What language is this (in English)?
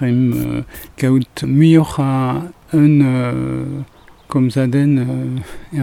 Breton